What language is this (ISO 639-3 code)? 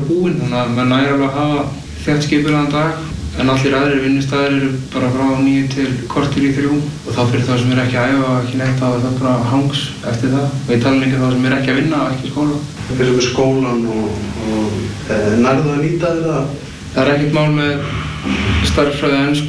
isl